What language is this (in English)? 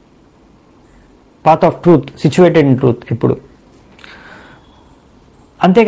Telugu